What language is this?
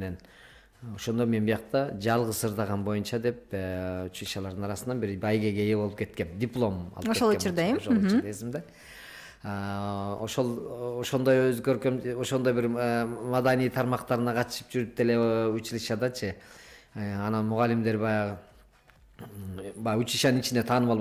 Kyrgyz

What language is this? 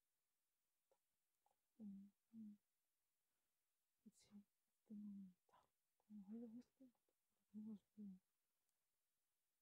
Korean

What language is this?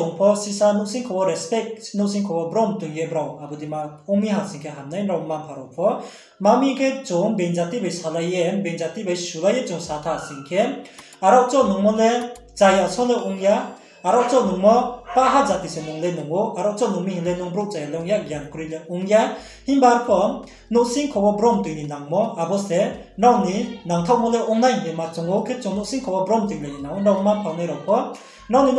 Riang (India)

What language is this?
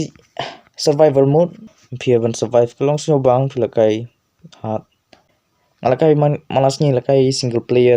Khasi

